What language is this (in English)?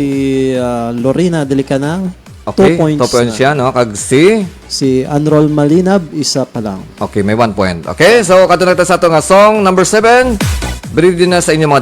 Hiligaynon